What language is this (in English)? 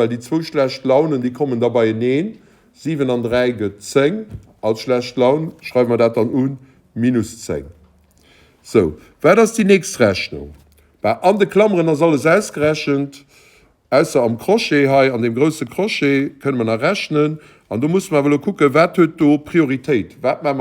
Luxembourgish